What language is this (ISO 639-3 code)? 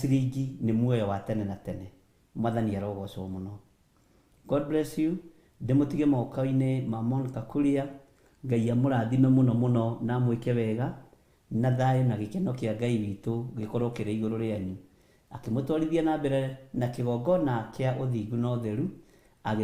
kik